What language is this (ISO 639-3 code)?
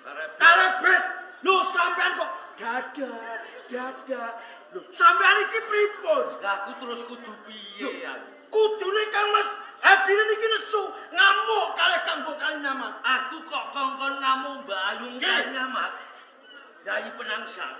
jav